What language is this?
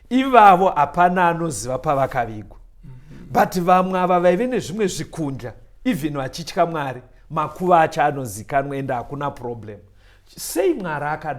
Shona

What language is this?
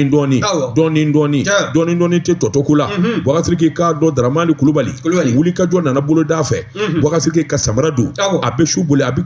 Bambara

